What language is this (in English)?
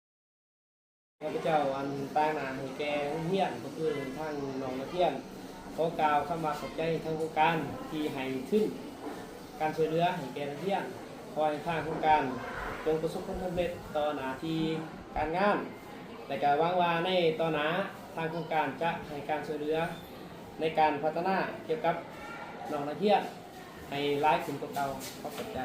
Lao